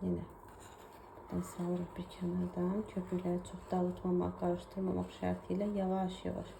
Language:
Azerbaijani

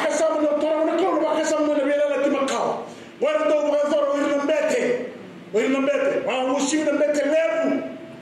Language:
Fijian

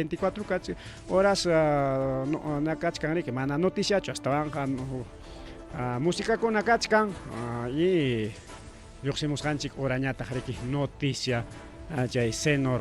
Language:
Ayacucho Quechua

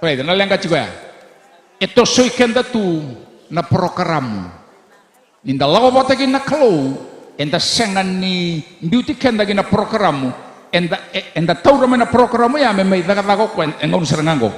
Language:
Fijian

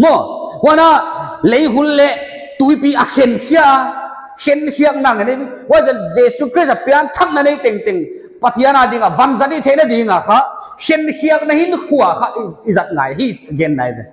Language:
Paite Chin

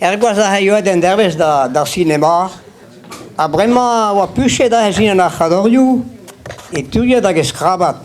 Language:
Breton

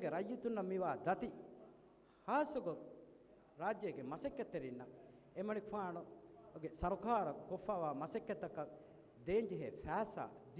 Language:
Divehi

